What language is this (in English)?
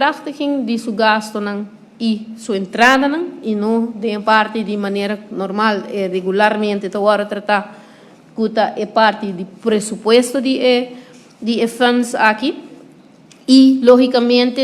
Papiamento